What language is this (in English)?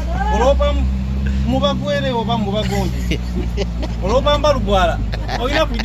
Soga